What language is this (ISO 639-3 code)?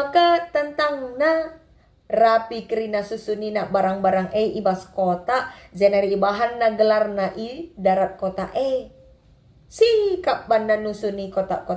btx